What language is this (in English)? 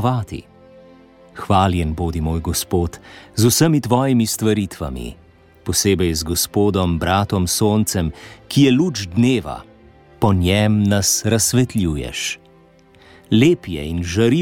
Slovenian